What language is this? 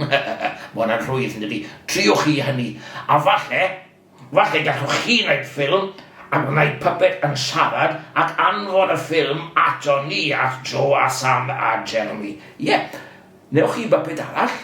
Welsh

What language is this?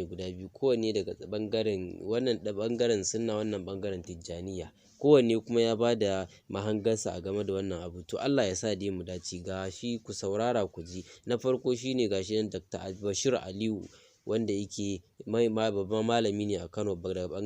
Hausa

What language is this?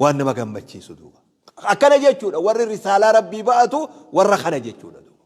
Oromo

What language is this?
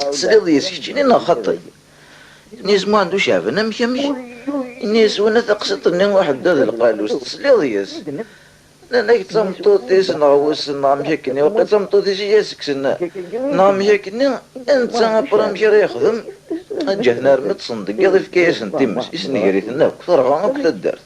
Kabyle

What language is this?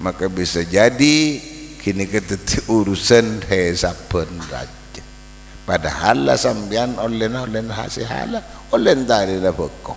Madurese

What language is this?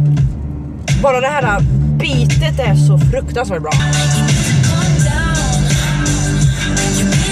Swedish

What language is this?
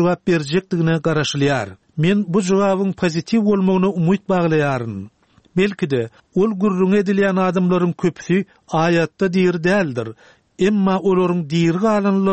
Turkmen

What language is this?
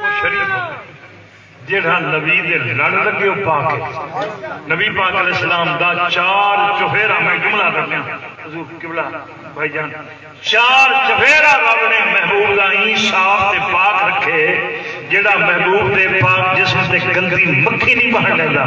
Saraiki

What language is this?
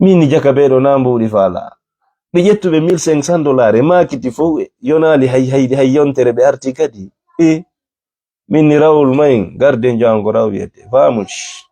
Fula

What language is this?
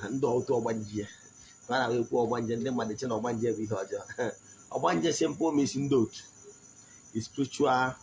Igbo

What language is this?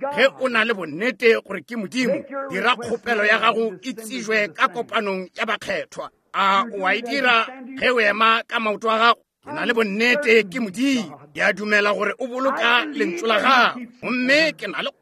Northern Sotho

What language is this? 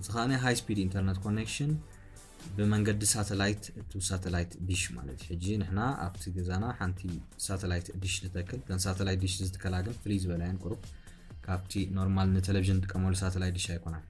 Tigrinya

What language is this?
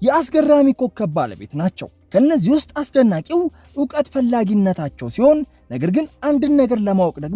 Amharic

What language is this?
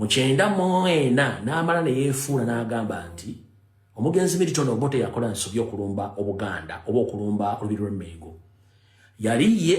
Ganda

